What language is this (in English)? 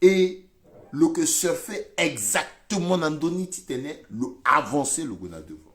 Sango